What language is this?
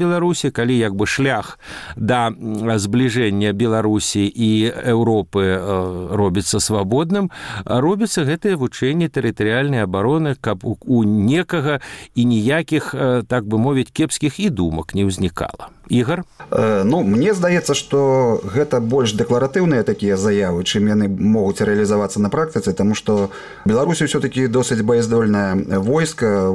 Belarusian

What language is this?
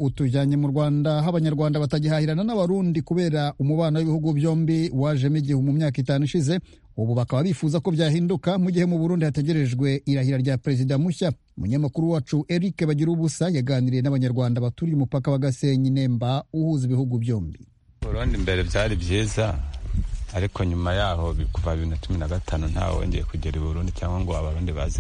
Kinyarwanda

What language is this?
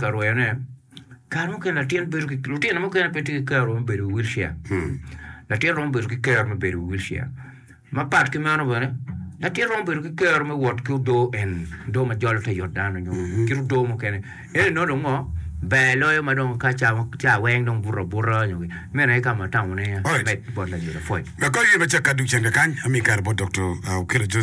Acoli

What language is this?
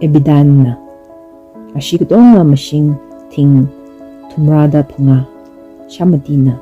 Tangkhul Naga (India)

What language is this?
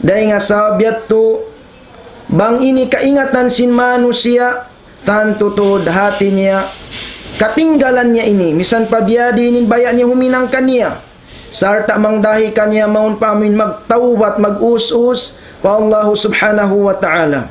Tausug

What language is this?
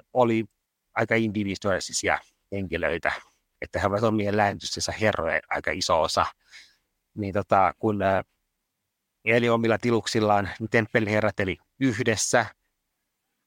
Finnish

